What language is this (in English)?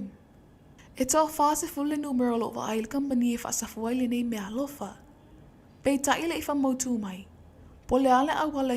Samoan